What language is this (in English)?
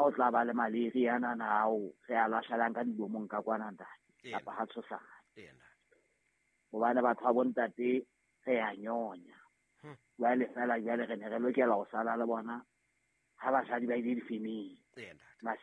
Southern Sotho